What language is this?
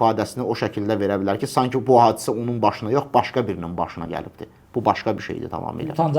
Azerbaijani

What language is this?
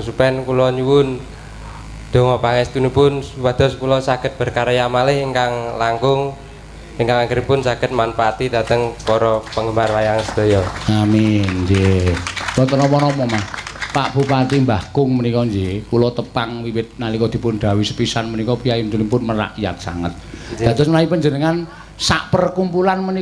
Javanese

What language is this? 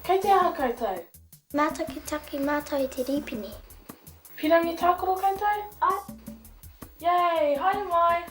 Māori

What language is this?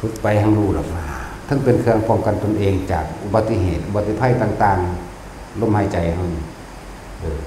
Northeastern Thai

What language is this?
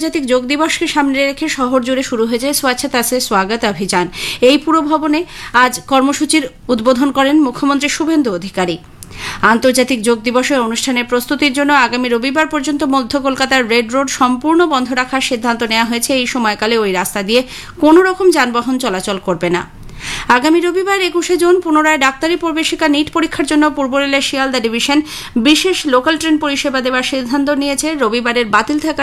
Bangla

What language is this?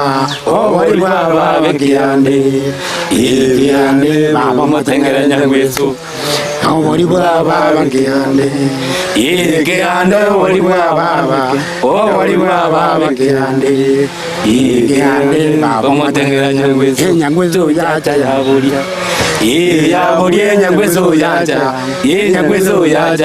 Gusii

